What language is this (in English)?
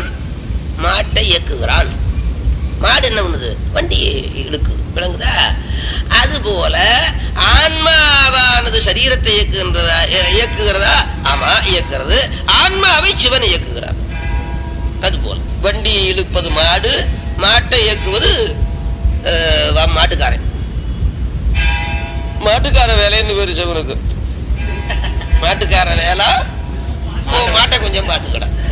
Tamil